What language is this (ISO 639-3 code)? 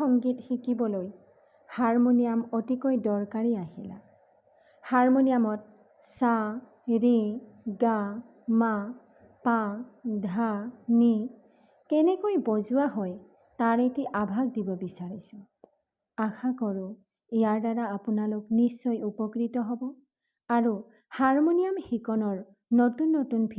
asm